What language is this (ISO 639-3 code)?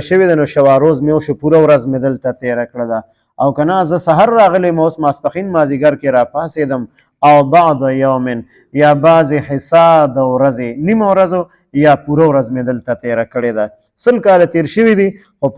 pus